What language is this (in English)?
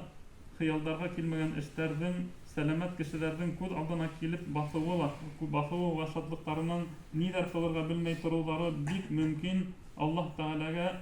Bashkir